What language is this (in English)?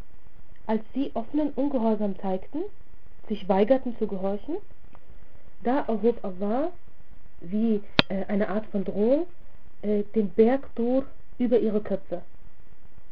German